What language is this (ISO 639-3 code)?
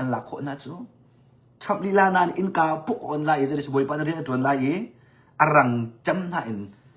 cnh